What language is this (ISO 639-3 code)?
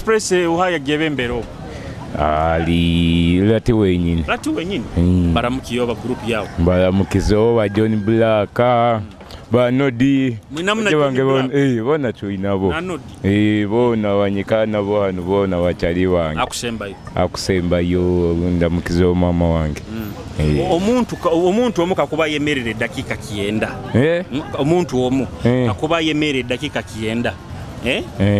nyo